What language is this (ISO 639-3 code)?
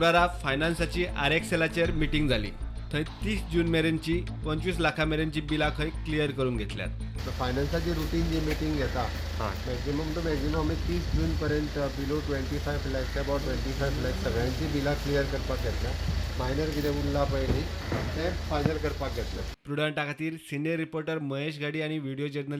kok